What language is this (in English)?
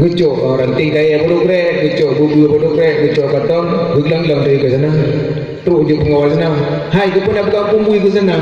Achinese